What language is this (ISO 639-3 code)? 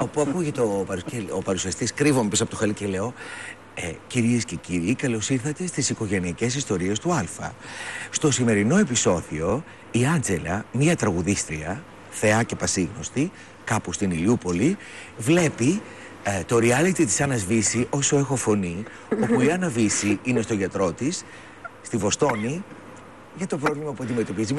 ell